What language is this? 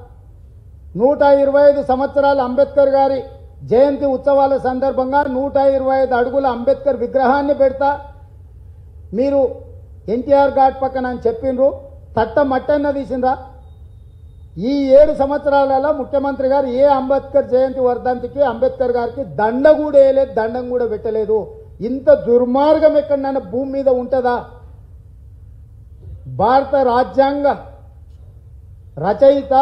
Telugu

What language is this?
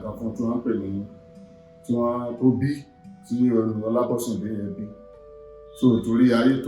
Yoruba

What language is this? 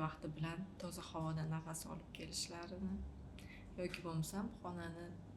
Uzbek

